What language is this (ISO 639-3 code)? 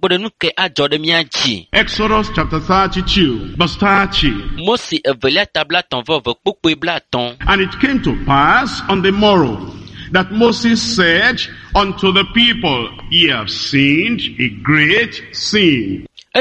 ewe